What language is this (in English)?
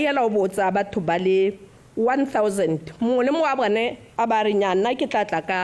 Tswana